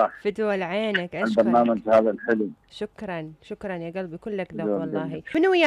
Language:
Mesopotamian Arabic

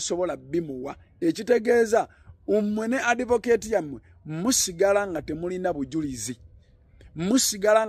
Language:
Ganda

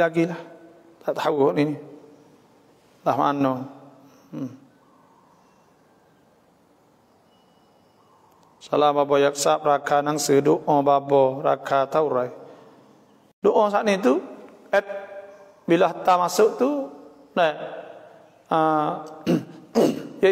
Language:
Malay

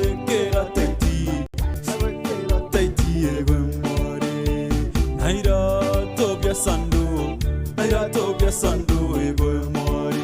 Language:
Meru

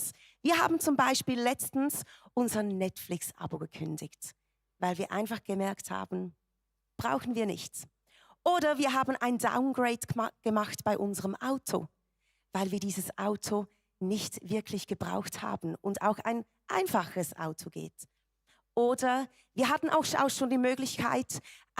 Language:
Swiss German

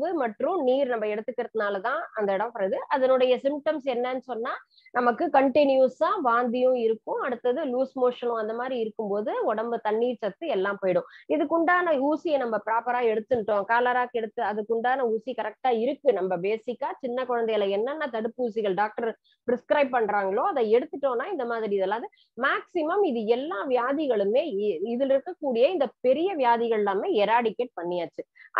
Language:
Tamil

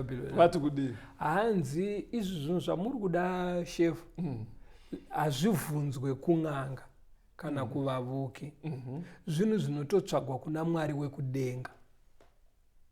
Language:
Shona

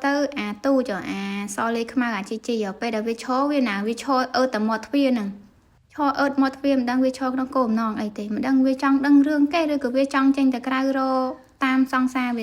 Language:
Khmer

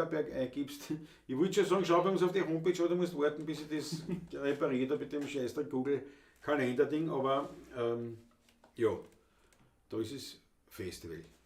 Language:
Bavarian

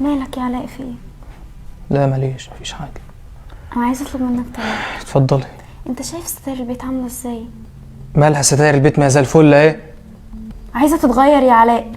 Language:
Egyptian Arabic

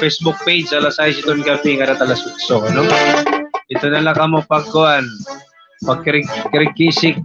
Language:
Waray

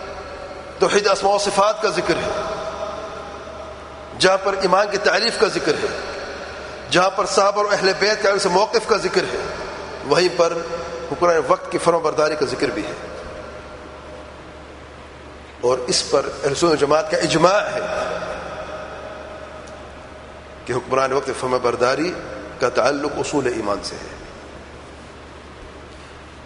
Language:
Urdu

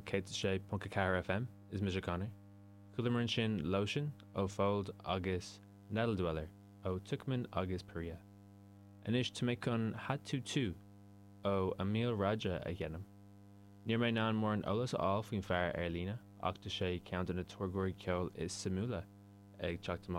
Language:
Irish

